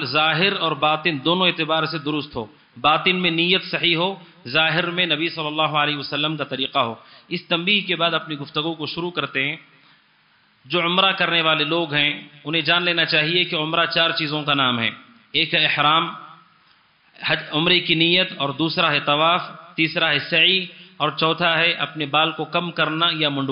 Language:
Urdu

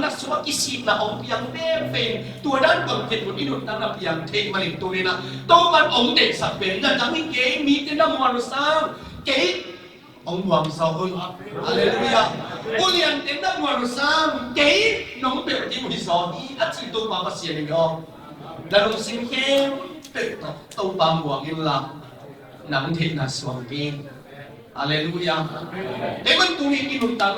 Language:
Tedim Chin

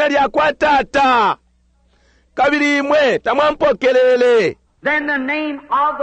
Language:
Bemba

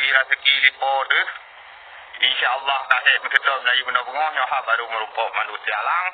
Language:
Achinese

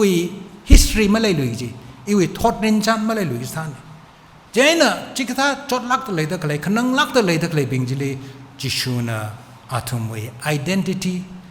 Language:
Tangkhul Naga (India)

